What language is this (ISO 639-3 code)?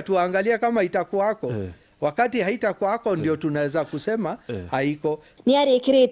mer